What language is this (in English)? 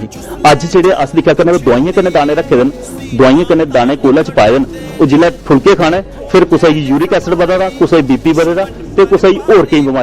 Dogri